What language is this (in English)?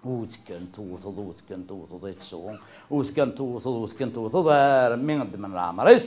Kabyle